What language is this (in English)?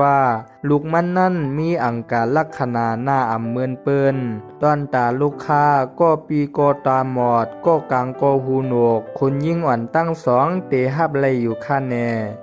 Shan